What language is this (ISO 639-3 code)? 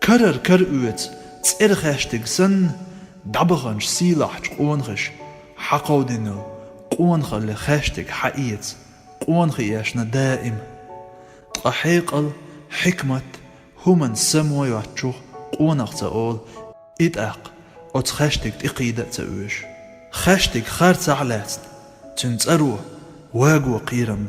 che